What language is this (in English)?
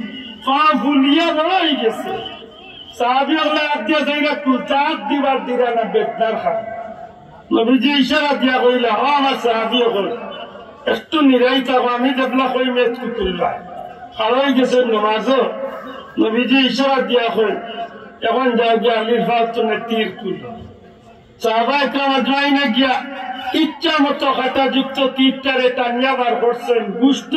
Sylheti